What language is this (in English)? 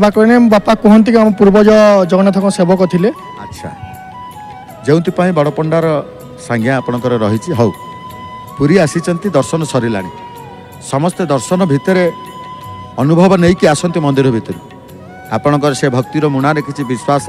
Odia